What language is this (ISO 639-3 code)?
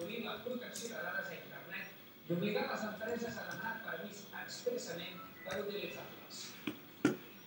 cat